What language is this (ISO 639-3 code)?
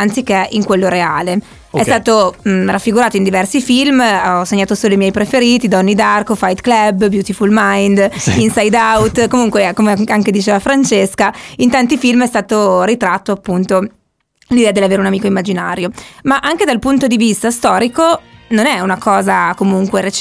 ita